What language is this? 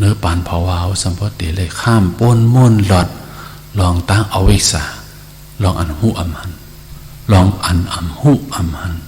Shan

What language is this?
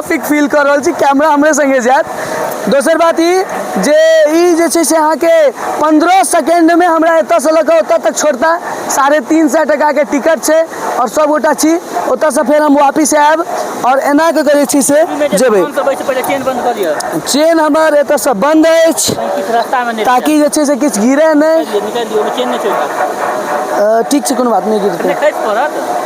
Maithili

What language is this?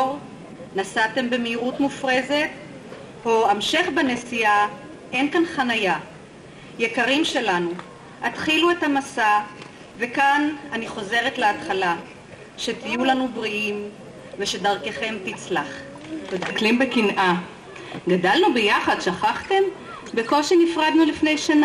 Hebrew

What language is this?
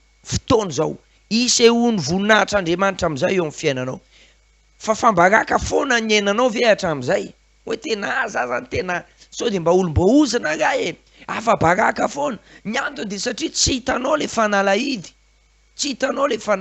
Malagasy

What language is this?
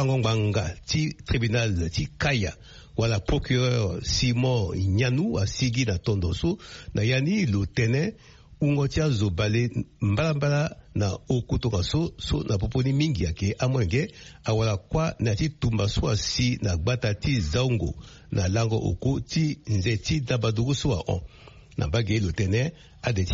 Sango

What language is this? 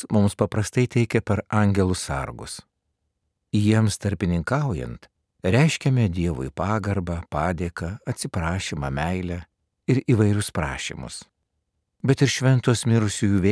Lithuanian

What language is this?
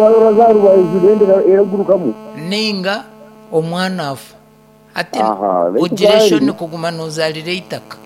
Nyankole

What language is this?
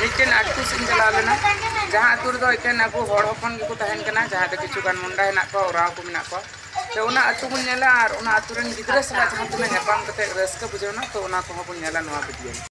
Santali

